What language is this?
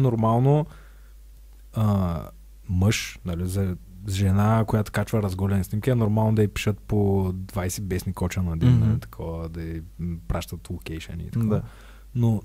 Bulgarian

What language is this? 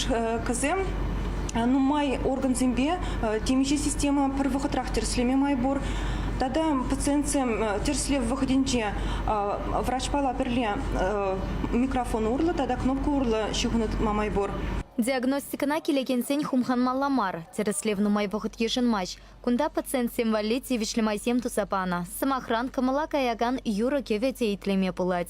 Chuvash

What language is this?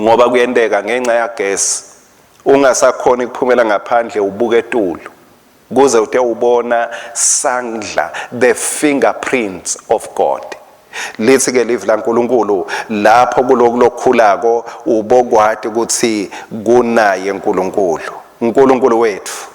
Swati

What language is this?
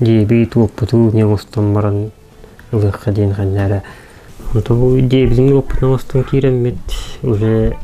Yakut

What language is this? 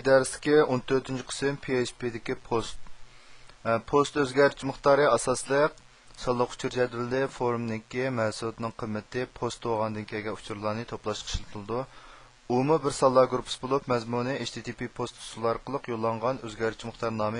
Uyghur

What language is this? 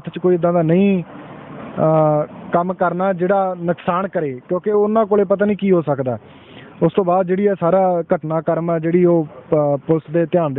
Punjabi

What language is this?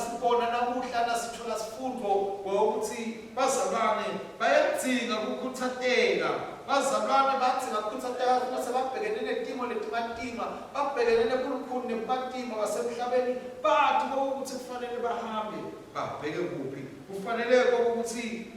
Swati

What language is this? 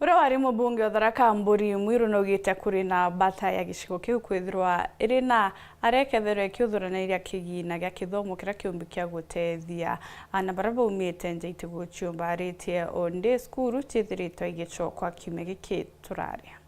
Meru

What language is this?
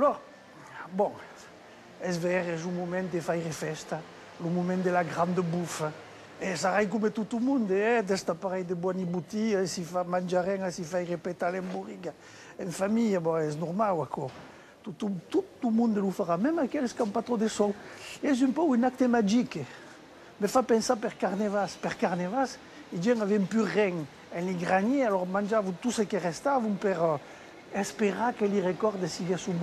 Occitan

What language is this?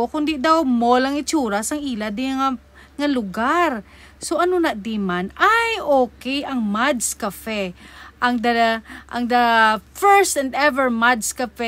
Hiligaynon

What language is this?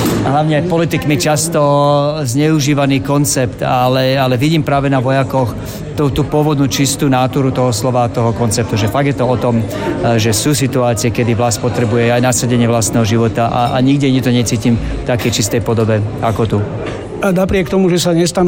Slovak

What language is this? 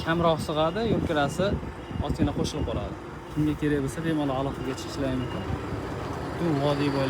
Uzbek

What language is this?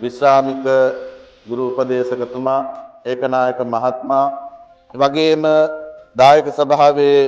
Sinhala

